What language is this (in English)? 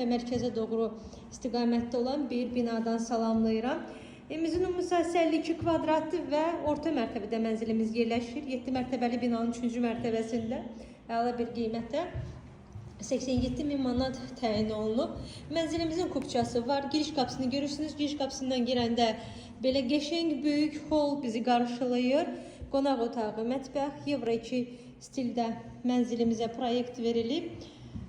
Azerbaijani